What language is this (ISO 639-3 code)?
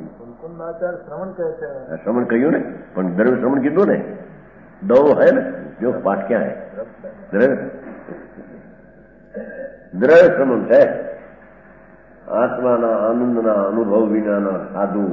guj